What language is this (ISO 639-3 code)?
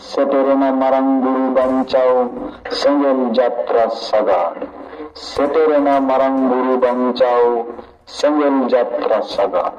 sat